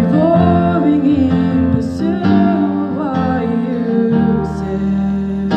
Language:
Tongan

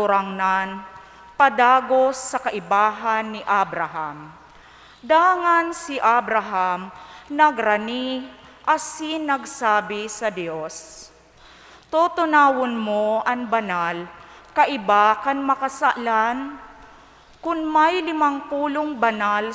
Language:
Bikol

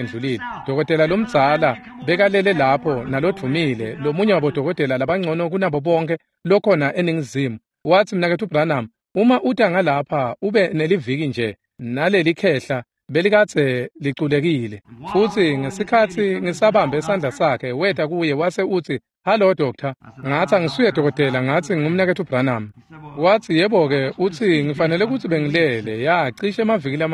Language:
Swati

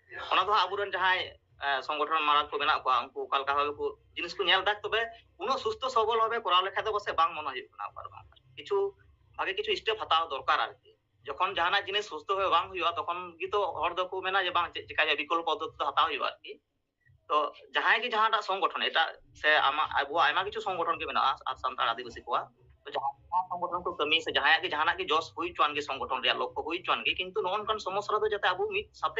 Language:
Santali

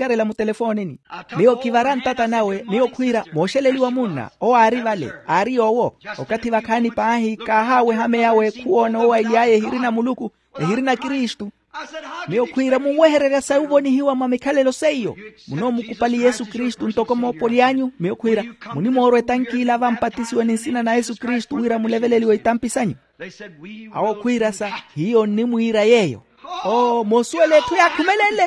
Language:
Makhuwa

